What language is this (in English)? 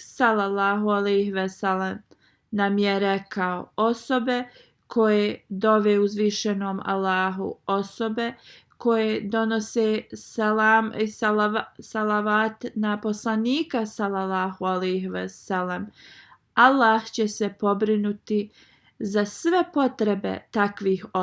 Bosnian